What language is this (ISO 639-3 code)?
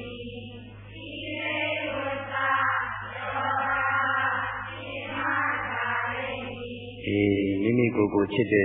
mya